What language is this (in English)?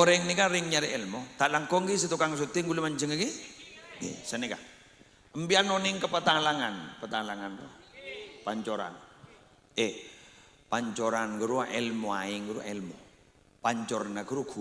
Madurese